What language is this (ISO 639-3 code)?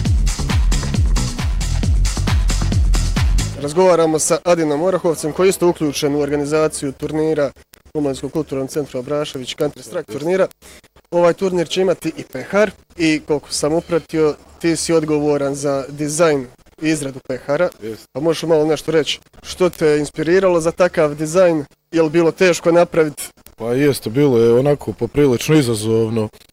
bos